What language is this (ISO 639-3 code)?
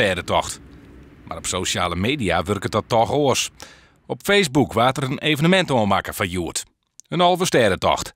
fry